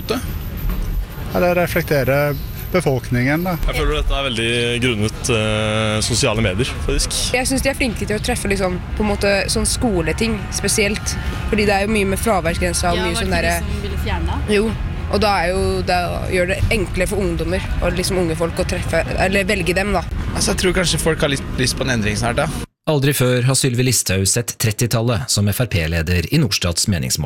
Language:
Norwegian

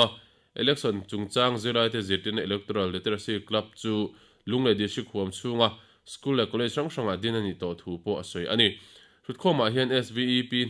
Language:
Mizo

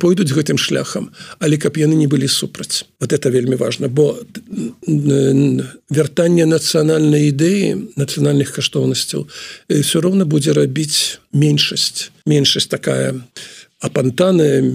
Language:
Belarusian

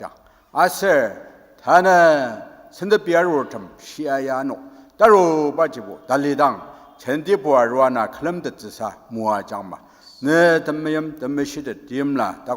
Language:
Ao Naga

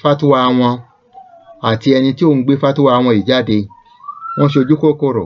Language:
Yoruba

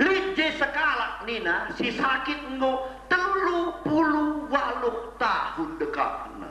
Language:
Batak Karo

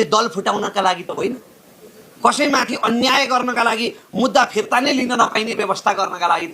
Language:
Nepali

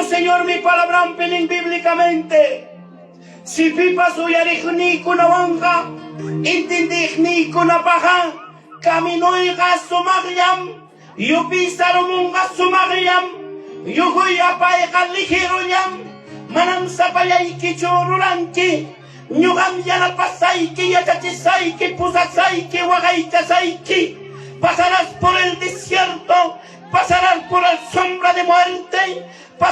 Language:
Ayacucho Quechua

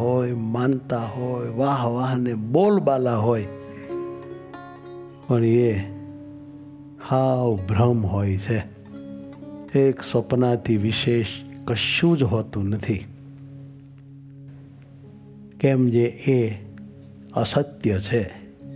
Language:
Gujarati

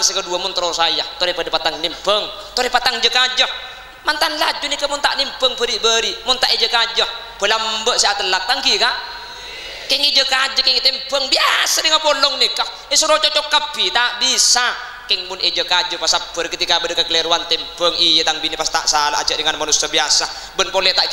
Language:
Madurese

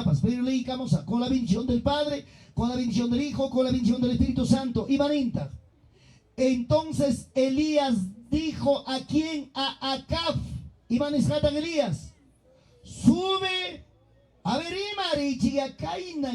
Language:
Ayacucho Quechua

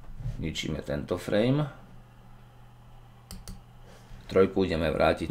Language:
Slovak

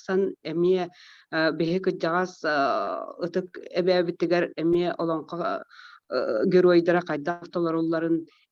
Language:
Yakut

